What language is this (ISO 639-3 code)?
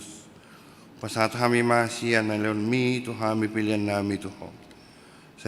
bbc